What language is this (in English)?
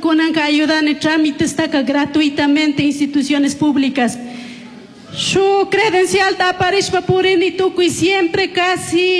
Chimborazo Highland Quichua